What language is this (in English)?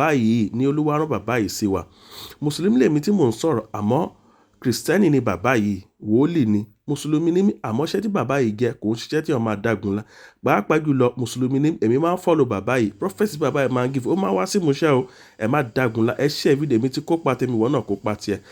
Yoruba